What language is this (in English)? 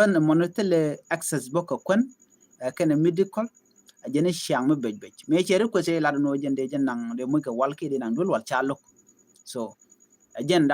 Nuer